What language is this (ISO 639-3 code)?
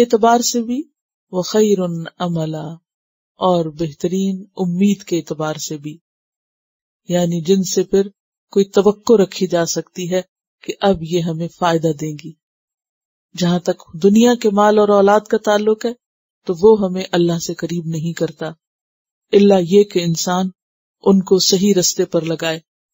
urd